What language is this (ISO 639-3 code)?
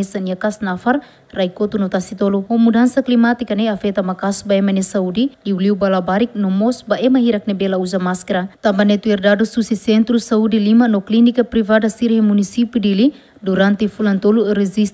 tet